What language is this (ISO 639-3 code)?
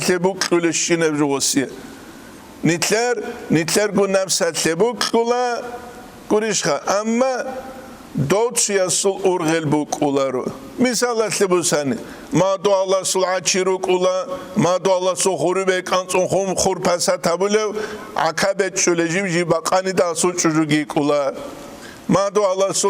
ava